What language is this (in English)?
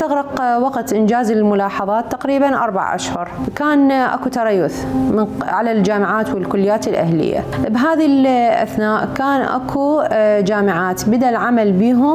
Mesopotamian Arabic